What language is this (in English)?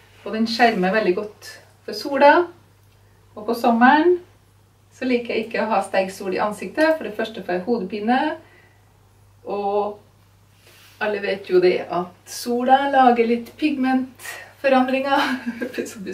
Norwegian